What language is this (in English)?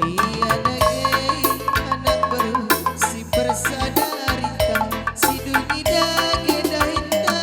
Batak Karo